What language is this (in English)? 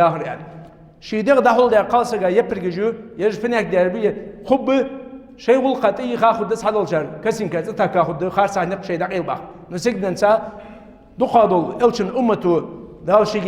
Ingush